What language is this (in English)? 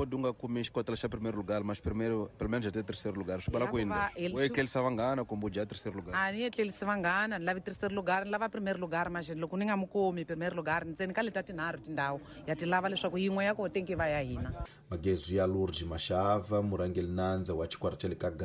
Tsonga